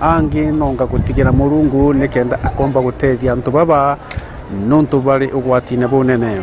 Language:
Meru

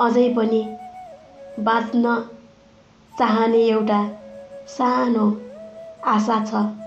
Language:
Nepali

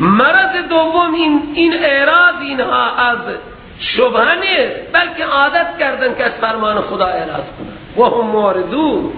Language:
Persian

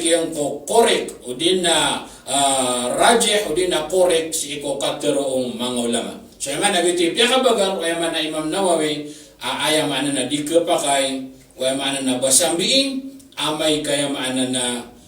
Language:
Maranao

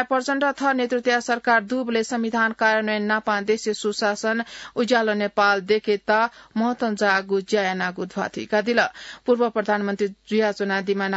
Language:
Newari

